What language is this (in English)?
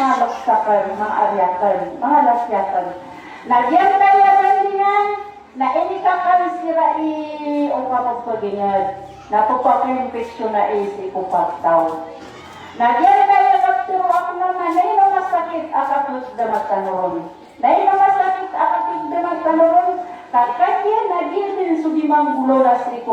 Maranao